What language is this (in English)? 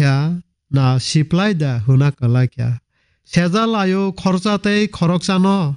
Kok Borok